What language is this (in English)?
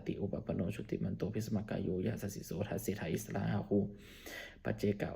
Pali